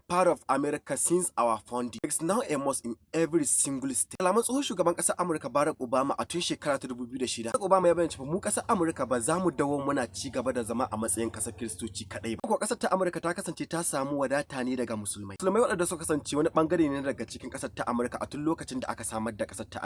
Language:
Hausa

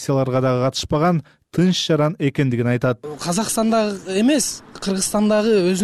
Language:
Kyrgyz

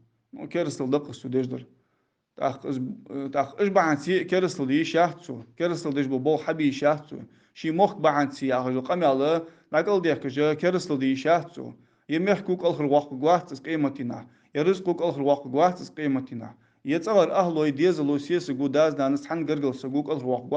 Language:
Ingush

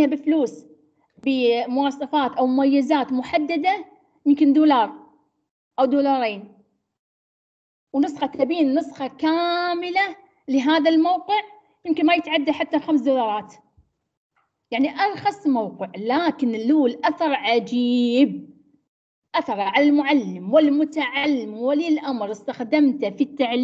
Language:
Arabic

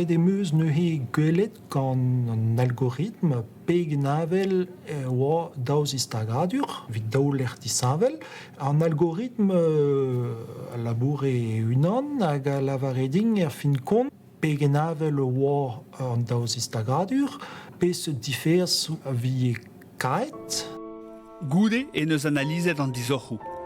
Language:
Breton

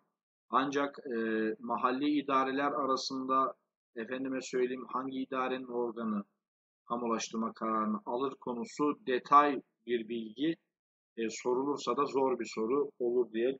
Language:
Turkish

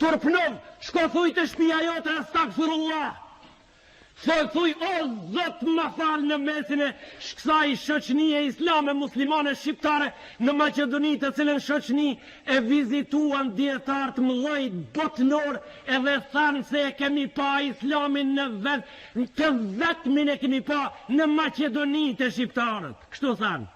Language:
Albanian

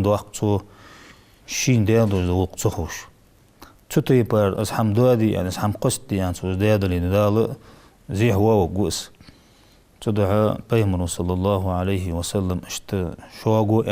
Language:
Ingush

